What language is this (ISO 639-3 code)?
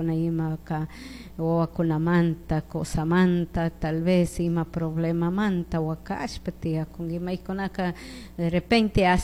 qug